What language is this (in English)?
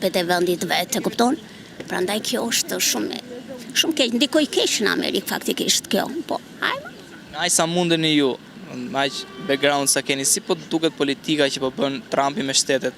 Albanian